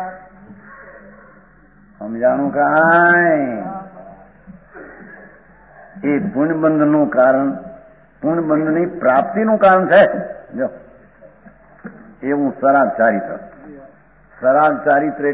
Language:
Gujarati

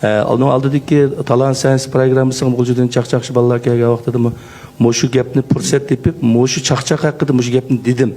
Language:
Uyghur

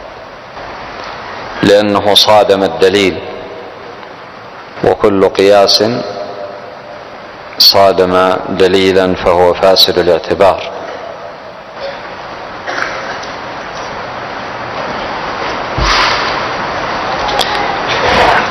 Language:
Arabic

